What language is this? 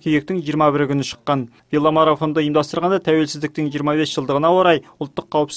Kazakh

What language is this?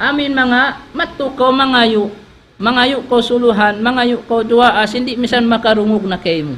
Tausug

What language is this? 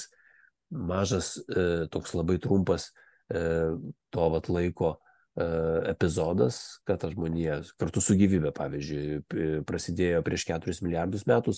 Lithuanian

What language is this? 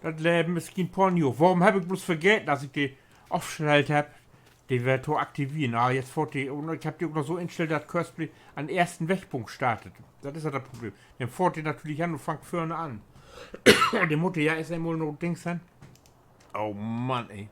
Low German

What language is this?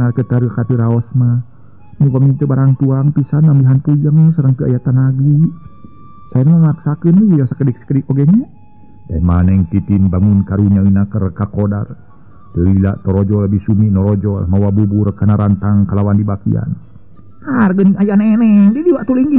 Sundanese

